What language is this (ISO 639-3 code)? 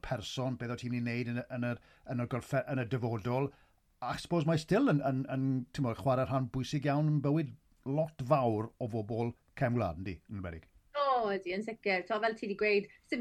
cym